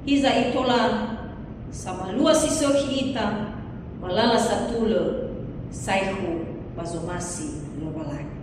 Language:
Nias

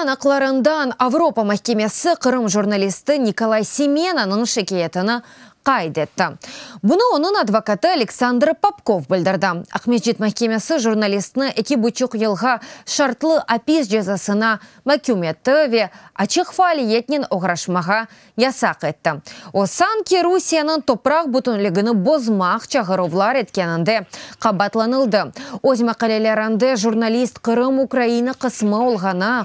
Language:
Crimean Tatar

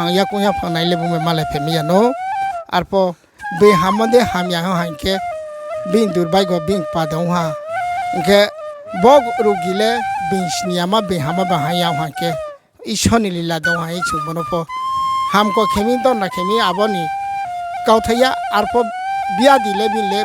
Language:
Riang (India)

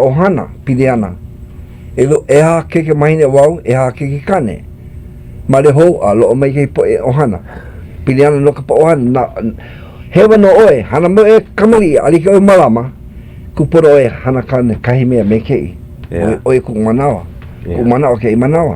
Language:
Hawaiian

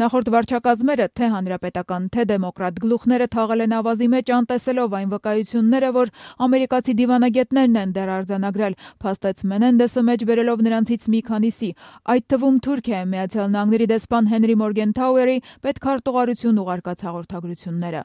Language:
Armenian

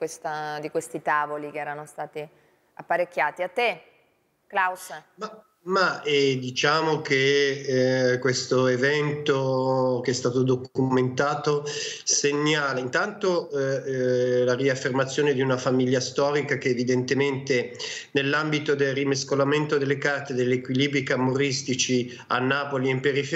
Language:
Italian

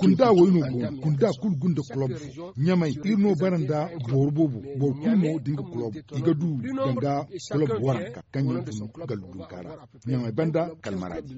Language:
Zarma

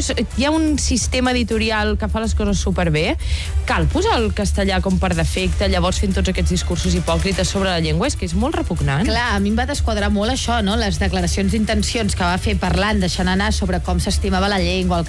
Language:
Catalan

